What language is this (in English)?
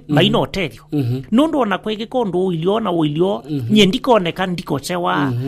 Kamba